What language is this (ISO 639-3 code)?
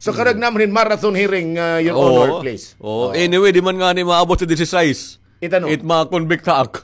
war